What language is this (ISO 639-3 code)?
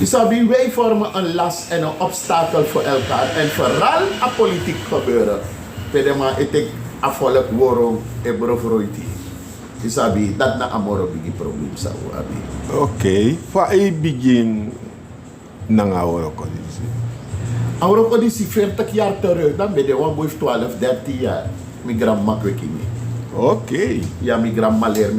srn